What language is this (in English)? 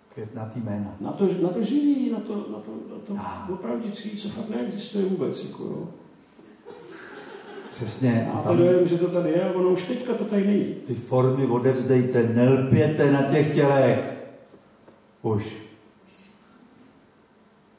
Czech